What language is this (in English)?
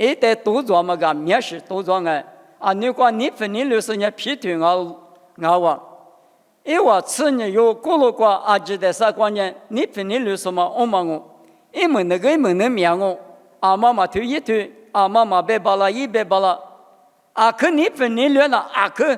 Lisu